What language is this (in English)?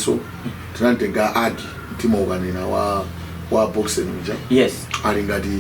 Nyanja